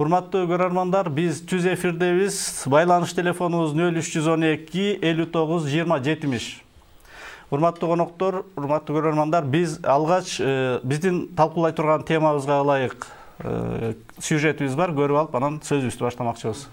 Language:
Kyrgyz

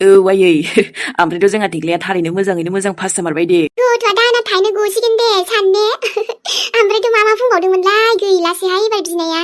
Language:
Bodo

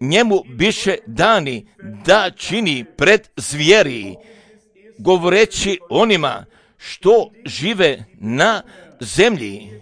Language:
Serbian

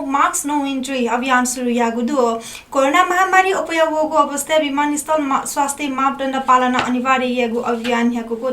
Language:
Newari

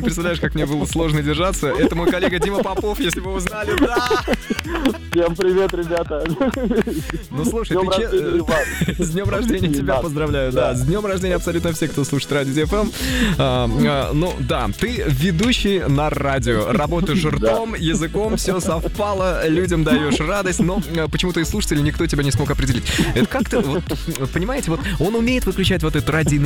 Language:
Russian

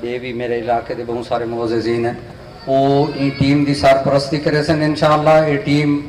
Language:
Saraiki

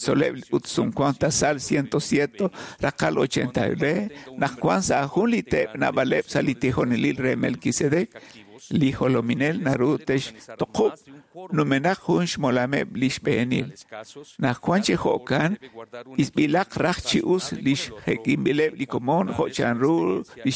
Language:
Kekchí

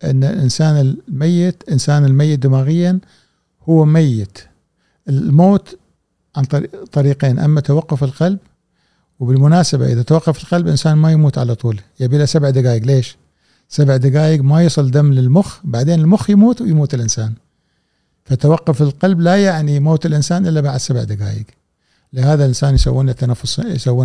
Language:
Gulf Arabic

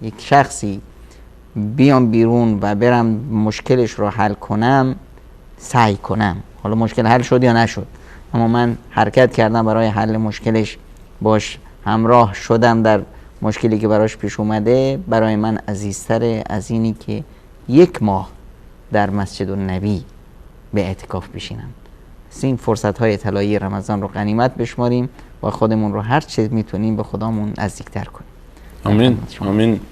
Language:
Persian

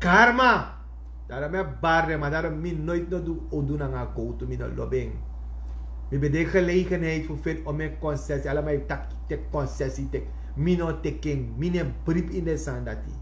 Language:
Sranan Tongo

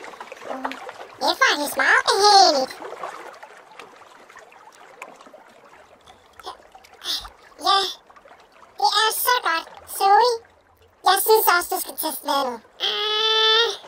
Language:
Danish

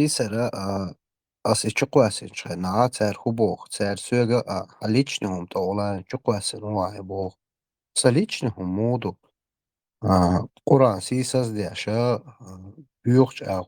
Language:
Chechen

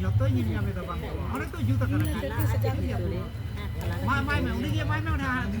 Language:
Santali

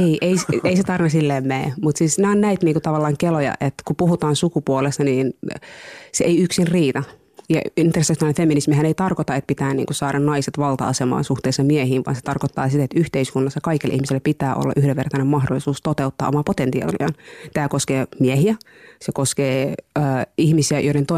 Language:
Finnish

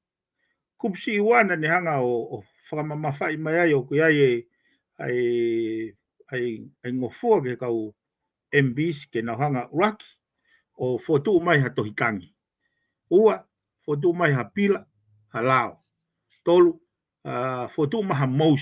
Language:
Tongan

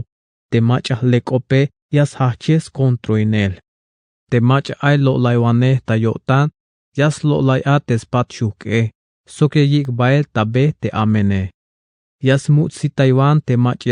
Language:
Tzeltal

